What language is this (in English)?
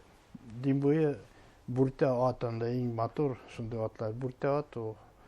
Bashkir